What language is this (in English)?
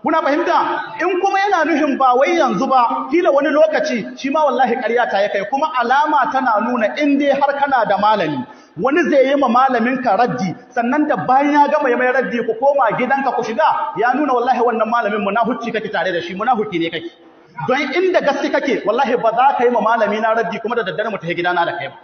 Hausa